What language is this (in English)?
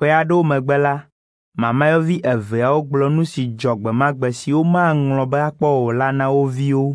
Ewe